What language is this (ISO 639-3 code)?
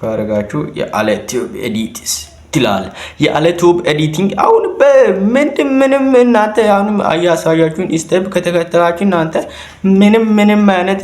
amh